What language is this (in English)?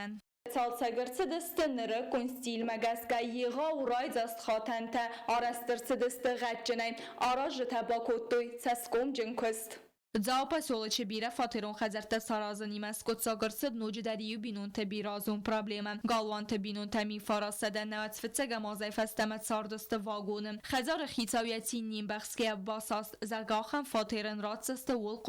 Ossetic